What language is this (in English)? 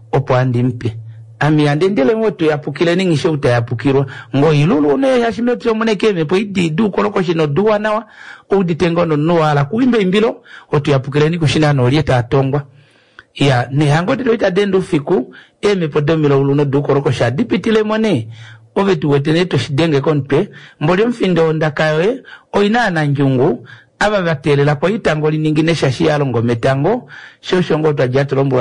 Kuanyama